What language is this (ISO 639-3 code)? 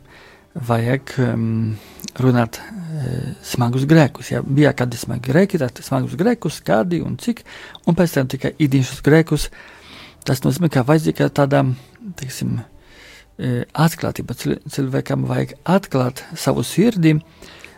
lav